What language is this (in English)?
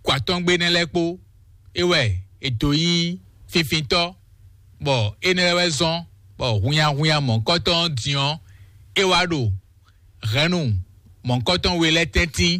Fon